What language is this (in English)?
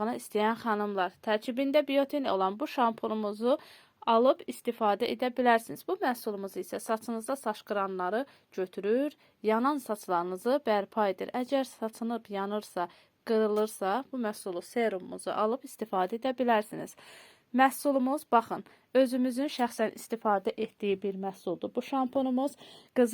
Azerbaijani